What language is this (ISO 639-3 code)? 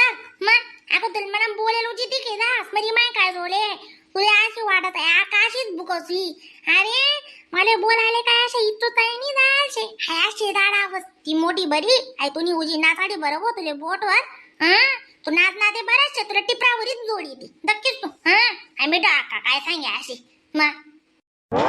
khn